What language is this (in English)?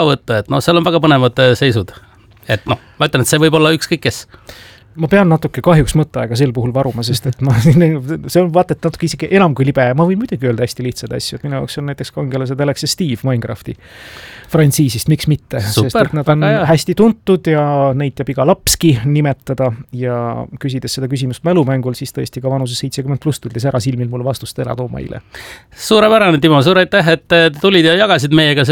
Estonian